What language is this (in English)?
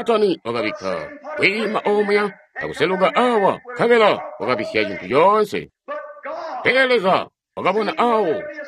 Tonga (Zambia)